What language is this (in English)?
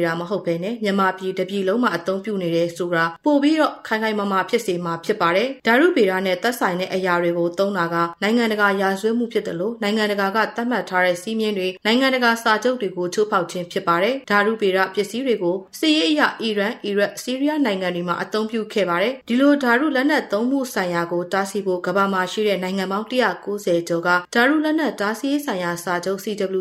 Burmese